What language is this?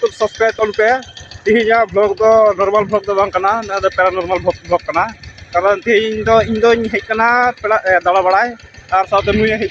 Santali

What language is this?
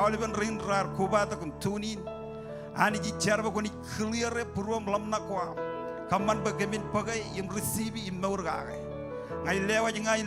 Marshallese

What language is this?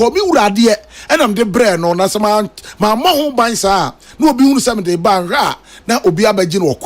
Akan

